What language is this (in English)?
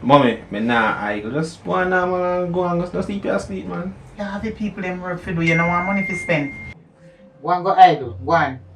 Jamaican Creole English